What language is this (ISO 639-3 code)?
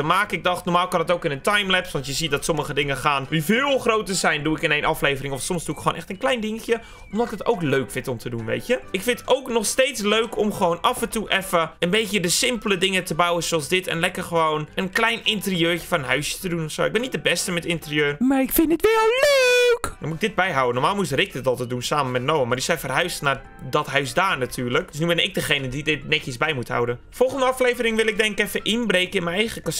nld